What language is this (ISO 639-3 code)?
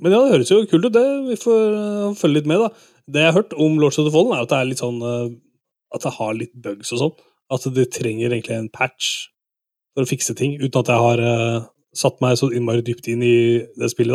nor